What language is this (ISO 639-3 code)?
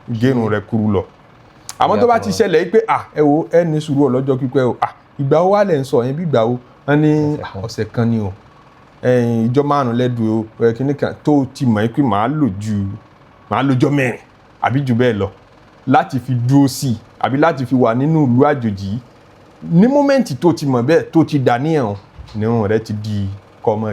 yor